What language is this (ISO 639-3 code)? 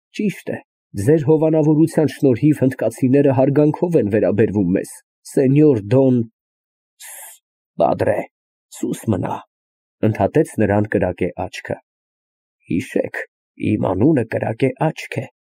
hye